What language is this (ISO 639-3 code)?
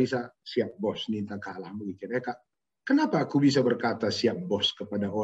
btx